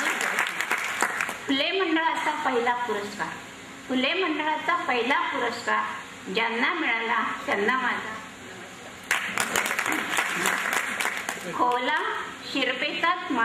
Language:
Marathi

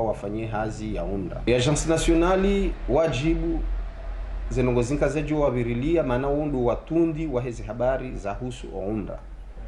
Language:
Ngazidja Comorian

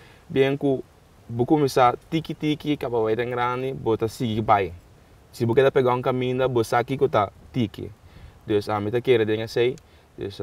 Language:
Papiamento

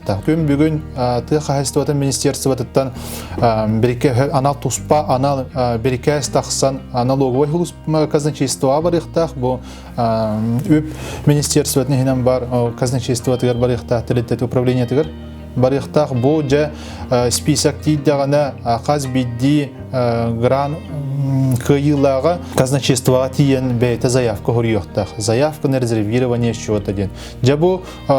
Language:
Yakut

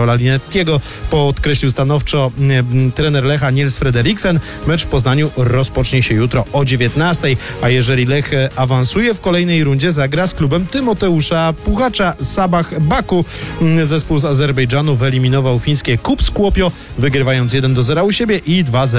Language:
Polish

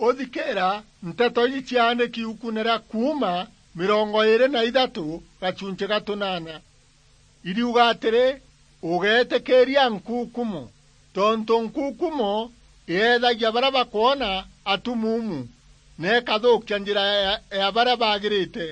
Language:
Meru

